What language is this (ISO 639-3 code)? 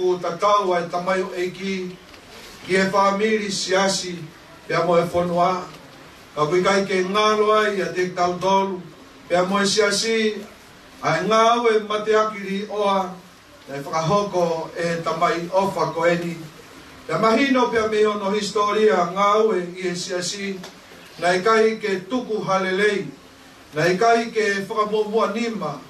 ton